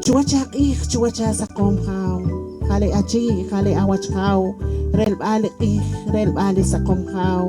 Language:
Poqomchi'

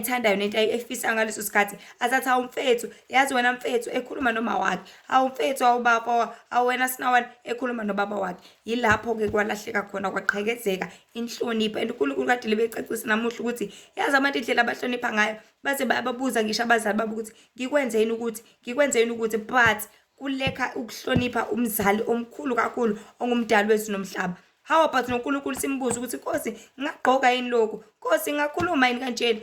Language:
Zulu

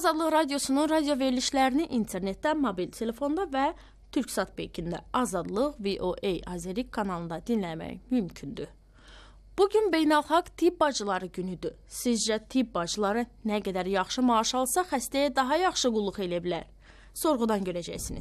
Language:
Azerbaijani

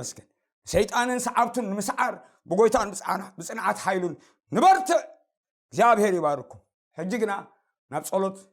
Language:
Tigrinya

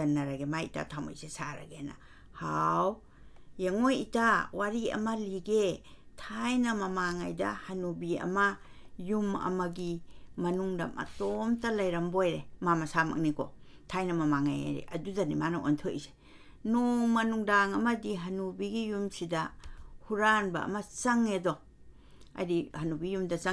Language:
Manipuri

